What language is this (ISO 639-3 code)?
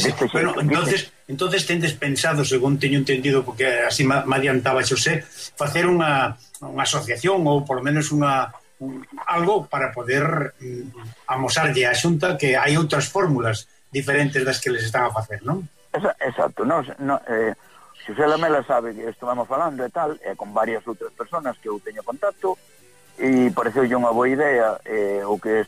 glg